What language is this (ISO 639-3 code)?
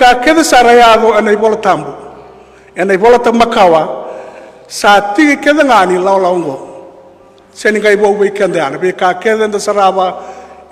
fij